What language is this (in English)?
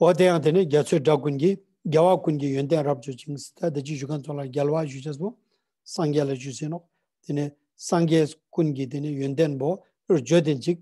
Ladakhi